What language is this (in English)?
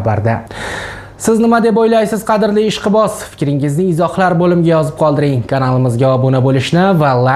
Uzbek